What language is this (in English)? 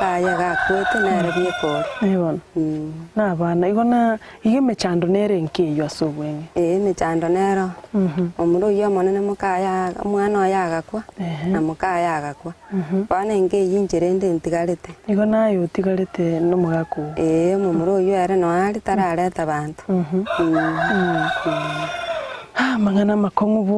Gusii